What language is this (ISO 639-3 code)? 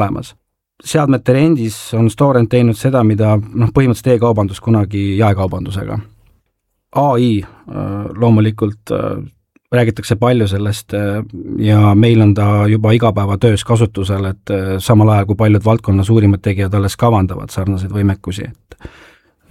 est